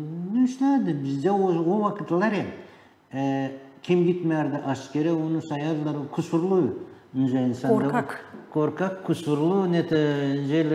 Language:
Gagauz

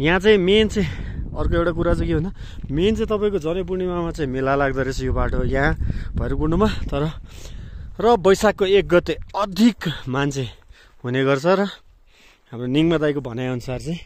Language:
Nepali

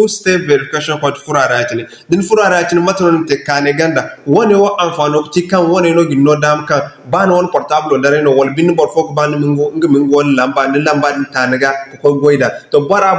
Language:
Zarma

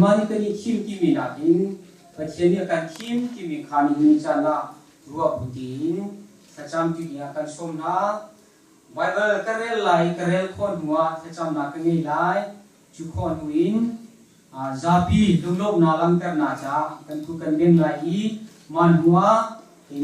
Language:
Hakha Chin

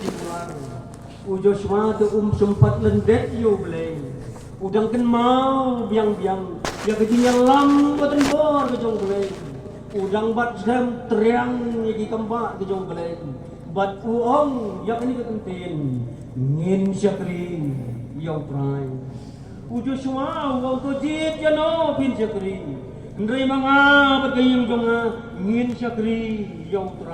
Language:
Khasi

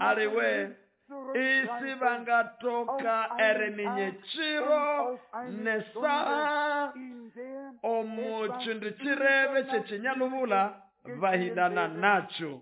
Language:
Nande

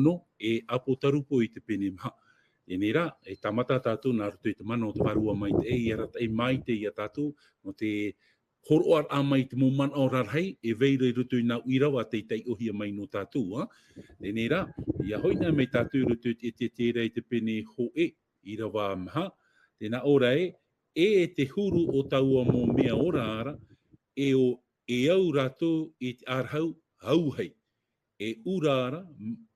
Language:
Tahitian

